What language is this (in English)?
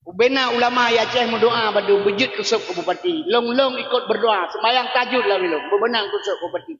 Achinese